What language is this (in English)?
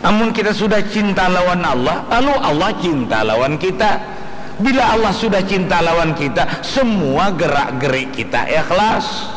Banjar